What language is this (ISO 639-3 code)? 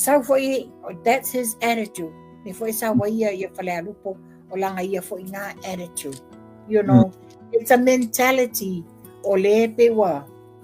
smo